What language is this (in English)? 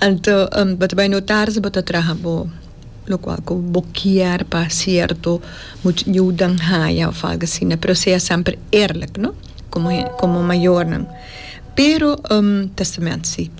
Papiamento